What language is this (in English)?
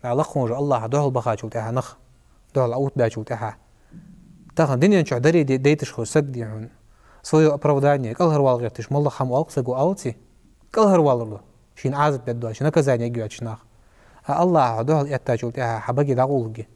Ingush